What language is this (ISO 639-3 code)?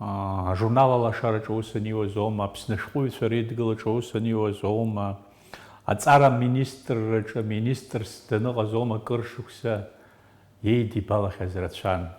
abk